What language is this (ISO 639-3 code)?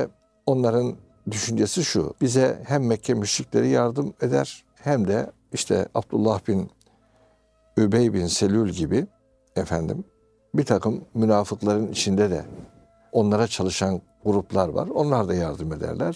tur